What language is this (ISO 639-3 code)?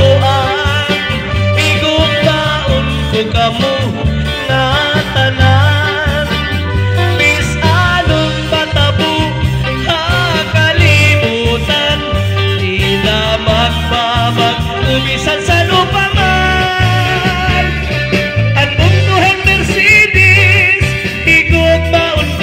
war